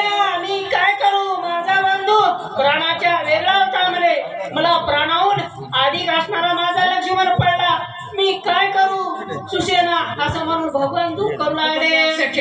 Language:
Marathi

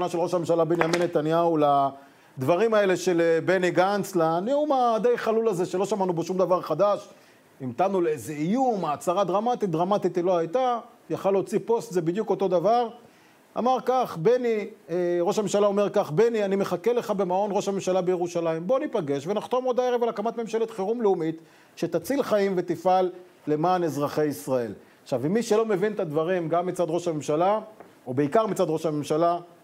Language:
Hebrew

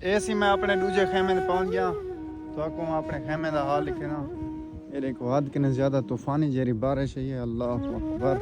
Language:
Saraiki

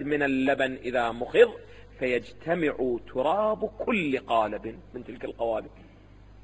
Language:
Arabic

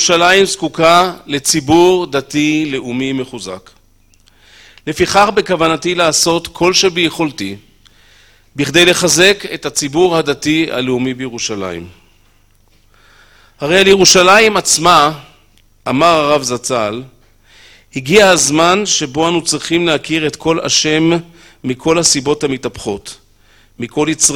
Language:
Hebrew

